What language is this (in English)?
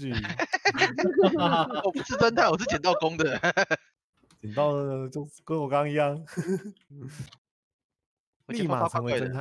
Chinese